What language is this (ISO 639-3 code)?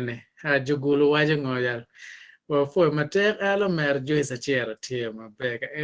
ach